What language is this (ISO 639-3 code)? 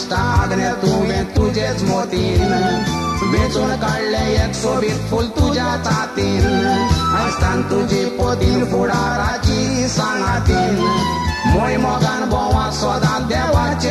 kok